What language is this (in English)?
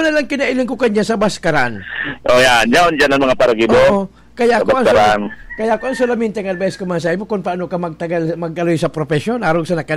Bikol